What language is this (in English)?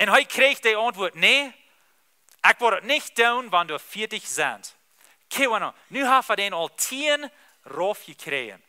Plautdietsch